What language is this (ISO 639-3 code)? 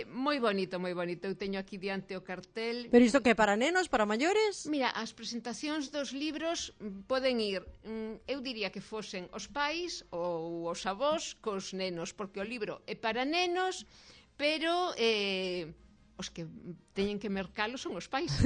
glg